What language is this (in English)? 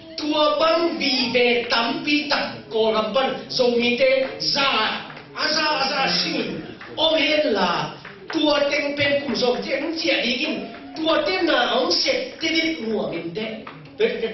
Tedim Chin